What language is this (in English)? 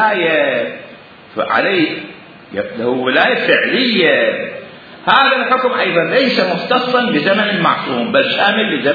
Mesopotamian Arabic